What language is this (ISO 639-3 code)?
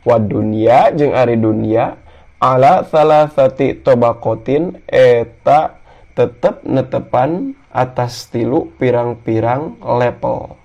sun